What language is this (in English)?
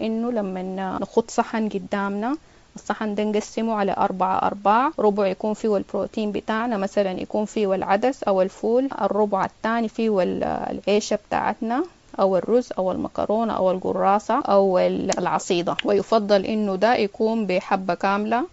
Sudanese Arabic